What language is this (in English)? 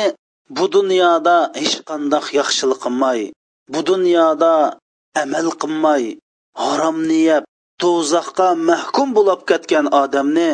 Uyghur